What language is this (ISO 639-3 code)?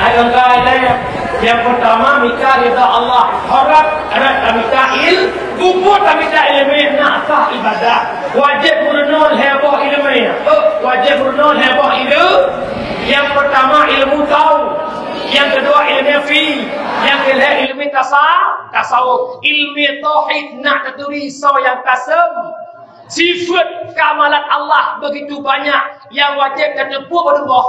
ace